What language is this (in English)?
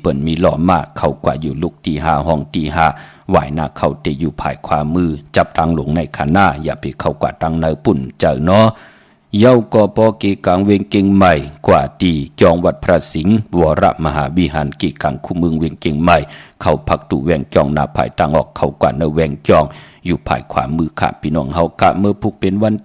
Shan